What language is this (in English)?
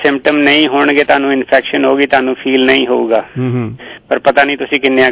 Punjabi